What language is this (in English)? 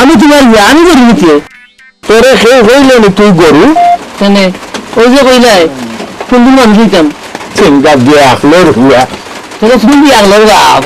Sylheti